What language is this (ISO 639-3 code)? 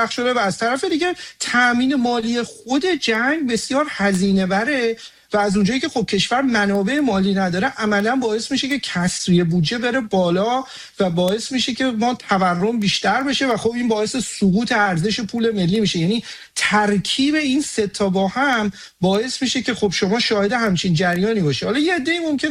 fas